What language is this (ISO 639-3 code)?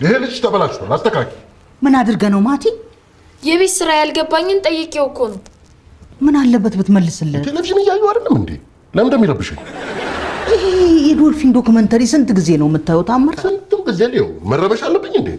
amh